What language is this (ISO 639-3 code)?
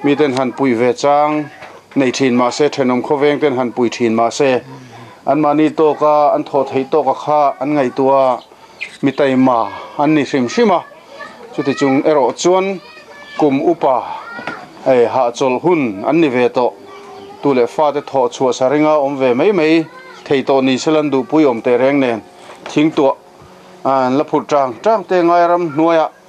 lus